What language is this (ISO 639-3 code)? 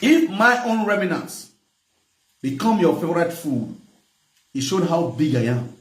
pcm